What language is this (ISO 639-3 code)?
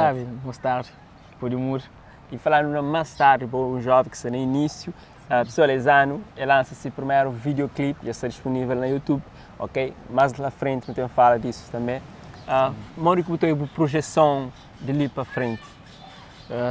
kea